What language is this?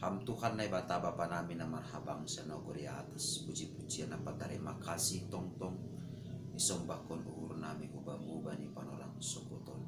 Batak Simalungun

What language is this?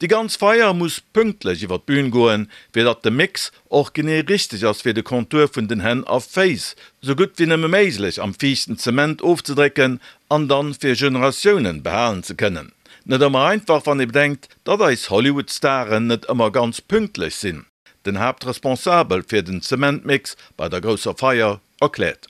Luxembourgish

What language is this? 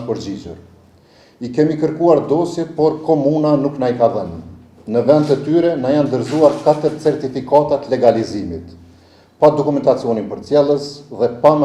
Albanian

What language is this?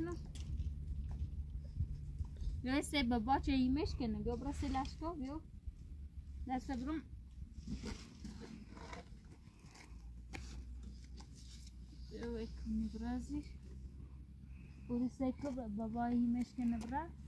Persian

